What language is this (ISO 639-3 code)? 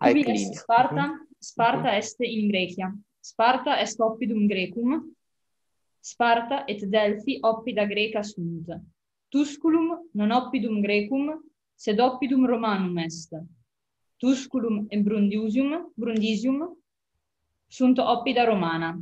lat